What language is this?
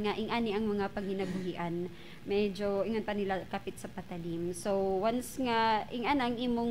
Cebuano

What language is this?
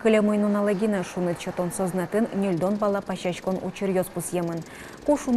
Udmurt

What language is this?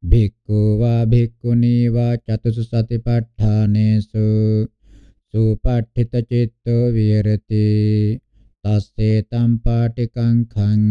Pali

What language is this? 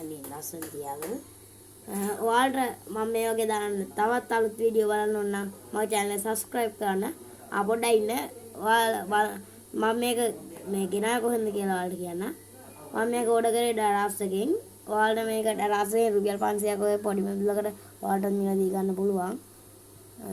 Sinhala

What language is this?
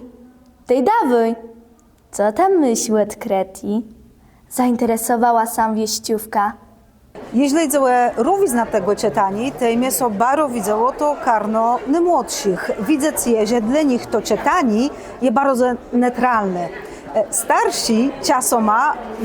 Kashubian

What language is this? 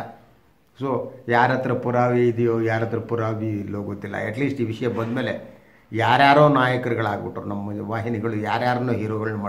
Kannada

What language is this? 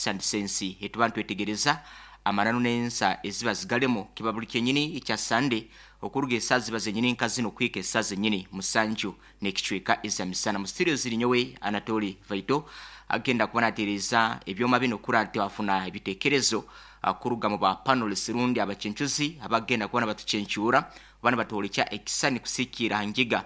Nyoro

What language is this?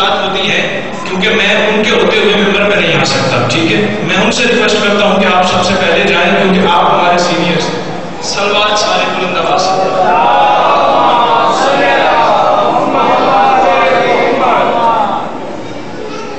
Urdu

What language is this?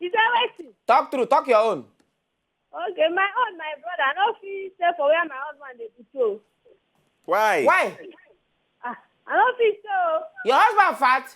Nigerian Pidgin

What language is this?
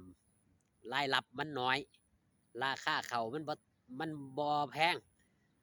Northeastern Thai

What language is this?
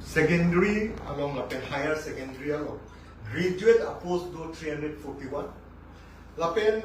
Karbi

